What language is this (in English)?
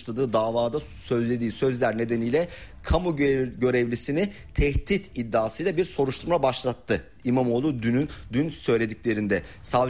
Turkish